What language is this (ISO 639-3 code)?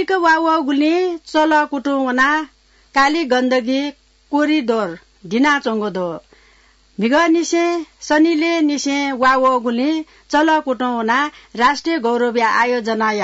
new